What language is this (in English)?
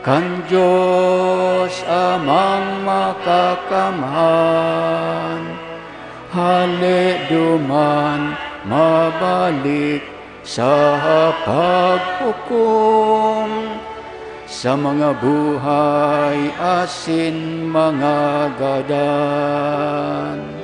Bikol